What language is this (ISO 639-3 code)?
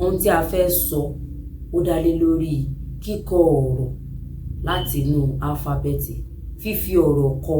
yor